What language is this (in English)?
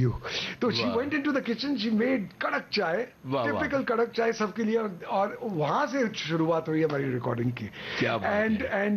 Hindi